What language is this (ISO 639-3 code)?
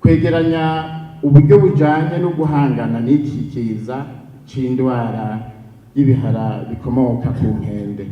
run